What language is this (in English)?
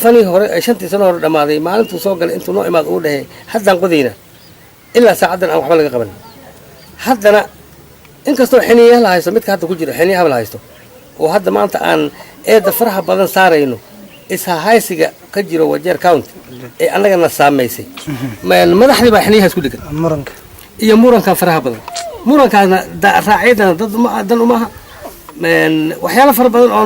Somali